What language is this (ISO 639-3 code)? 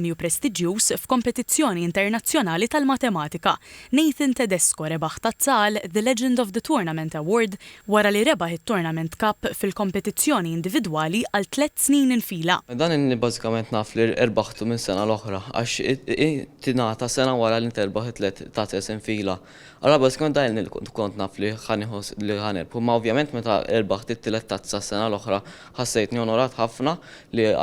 mlt